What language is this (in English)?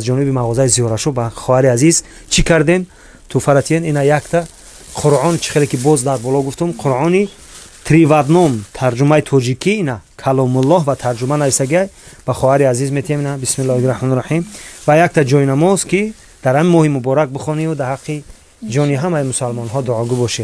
Tajik